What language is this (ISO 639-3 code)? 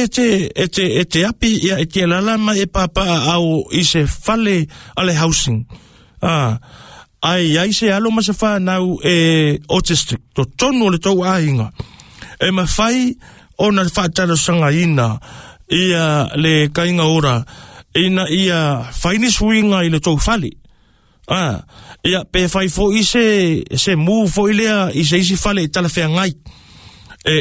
smo